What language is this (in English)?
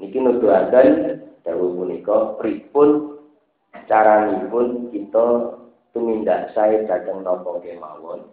Javanese